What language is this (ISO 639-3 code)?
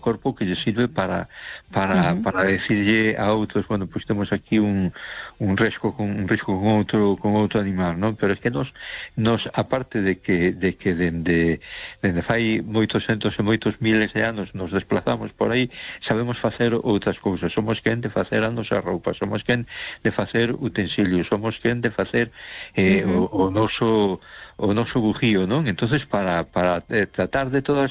glg